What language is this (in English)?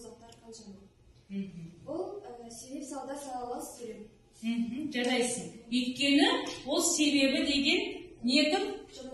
Kazakh